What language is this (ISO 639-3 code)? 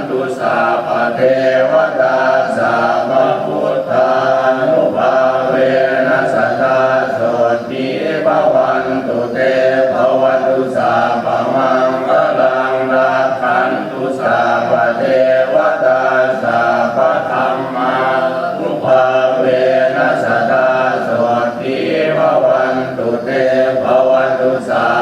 pli